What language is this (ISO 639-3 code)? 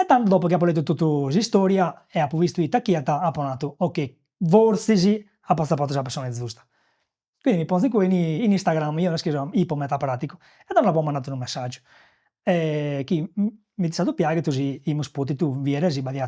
srd